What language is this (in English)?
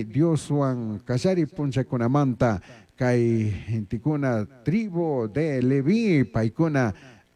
Chimborazo Highland Quichua